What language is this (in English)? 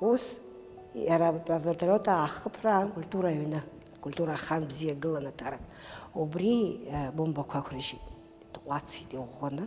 Abkhazian